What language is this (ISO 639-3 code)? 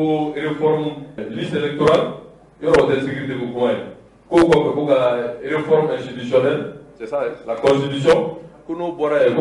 bam